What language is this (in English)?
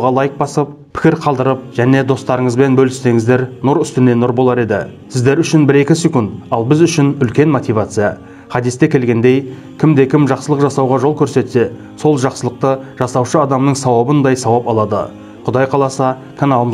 Kazakh